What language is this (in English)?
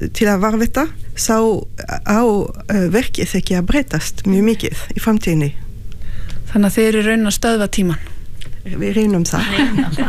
Icelandic